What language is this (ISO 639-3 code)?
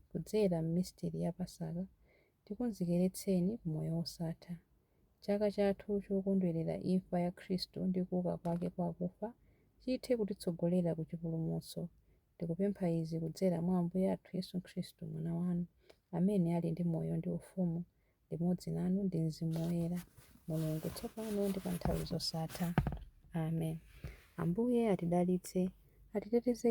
nya